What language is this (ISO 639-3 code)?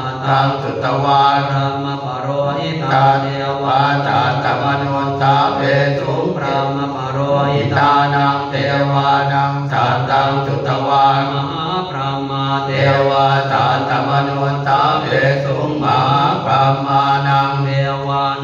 pli